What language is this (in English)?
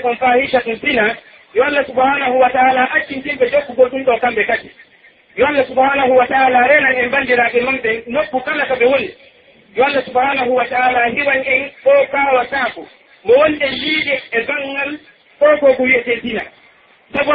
Pular